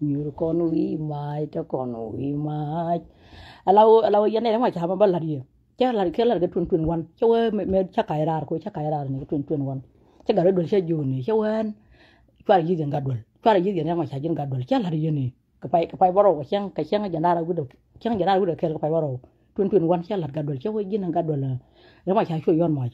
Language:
Nuer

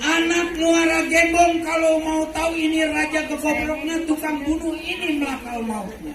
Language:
Betawi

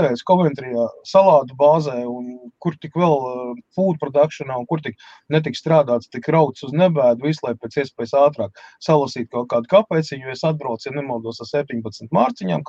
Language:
Latvian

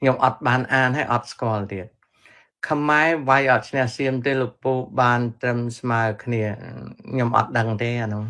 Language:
Khmer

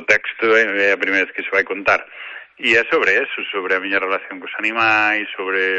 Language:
Galician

